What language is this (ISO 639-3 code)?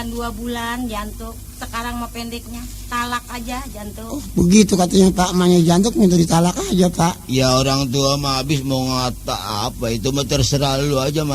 bew